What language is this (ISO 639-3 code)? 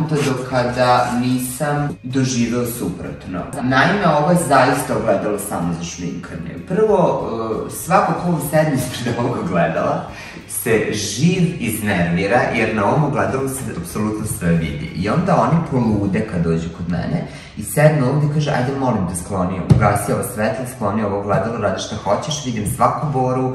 srp